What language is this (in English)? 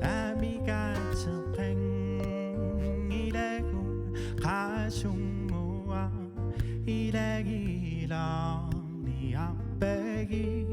Kalaallisut